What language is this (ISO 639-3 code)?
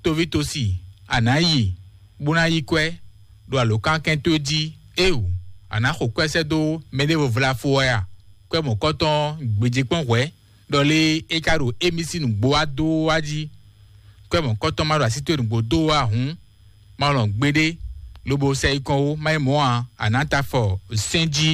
fon